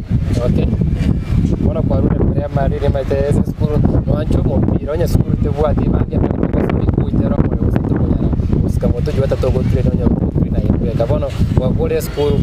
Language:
Gusii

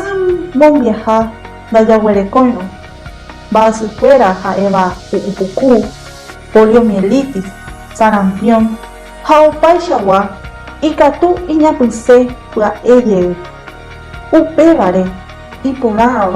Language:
Guarani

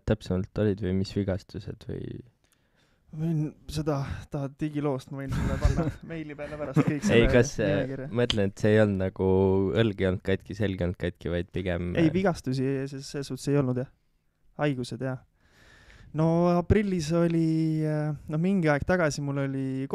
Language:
Estonian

